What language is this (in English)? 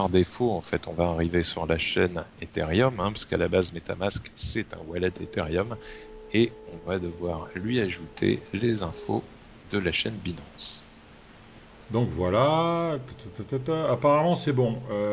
French